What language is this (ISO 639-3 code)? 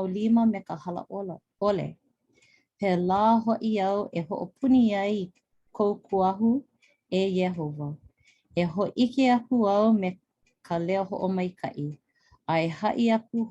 haw